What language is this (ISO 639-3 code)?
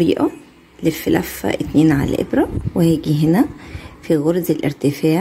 arz